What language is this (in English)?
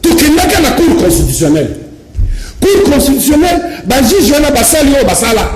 Lingala